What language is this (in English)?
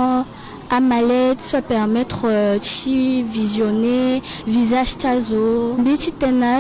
Sango